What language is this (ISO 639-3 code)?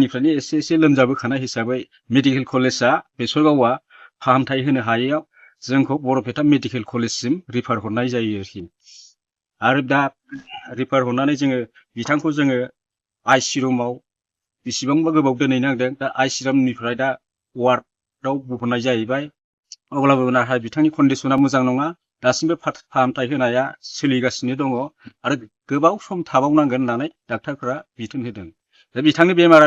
brx